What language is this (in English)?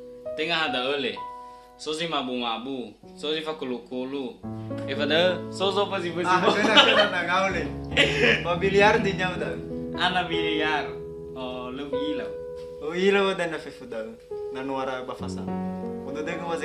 Nias